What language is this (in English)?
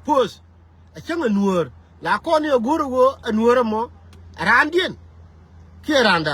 Nuer